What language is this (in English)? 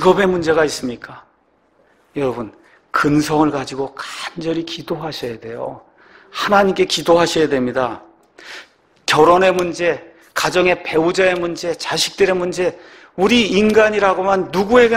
Korean